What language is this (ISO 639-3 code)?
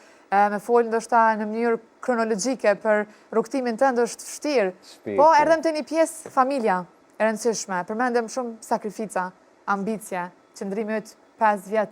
sqi